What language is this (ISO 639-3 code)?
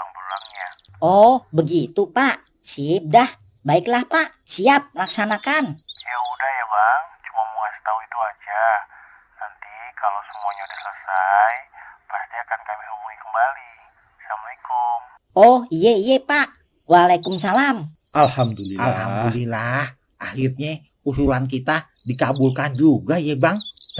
bew